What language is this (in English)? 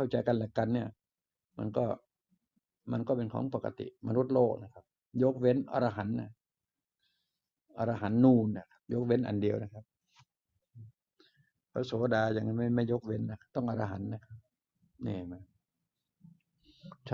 Thai